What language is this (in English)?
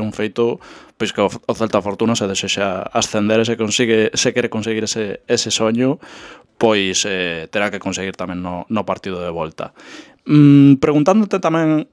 Galician